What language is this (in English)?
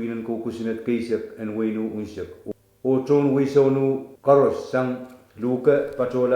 Pohnpeian